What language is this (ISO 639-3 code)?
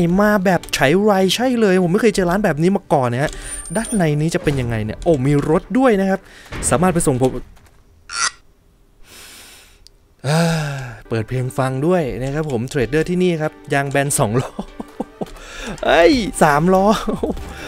tha